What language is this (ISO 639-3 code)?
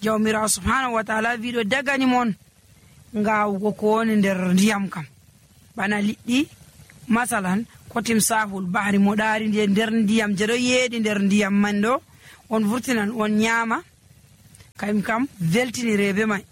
fuv